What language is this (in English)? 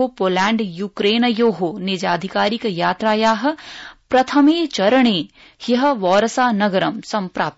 Sanskrit